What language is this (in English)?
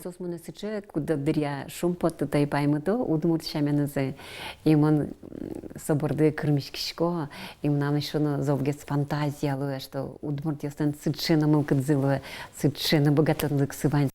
Udmurt